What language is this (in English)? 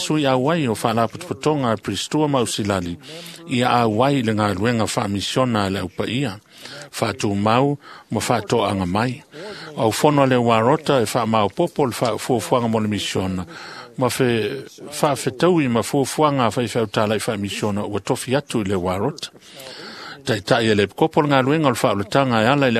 Samoan